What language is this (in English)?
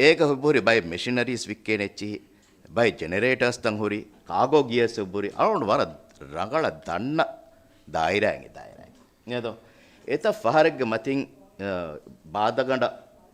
Divehi